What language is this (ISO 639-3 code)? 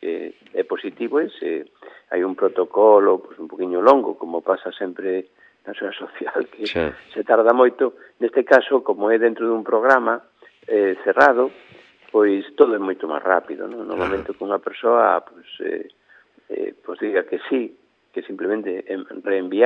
glg